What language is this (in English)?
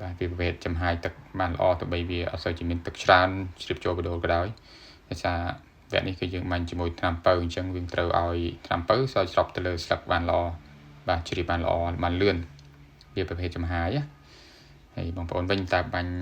Khmer